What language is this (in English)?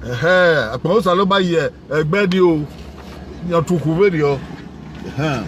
Bini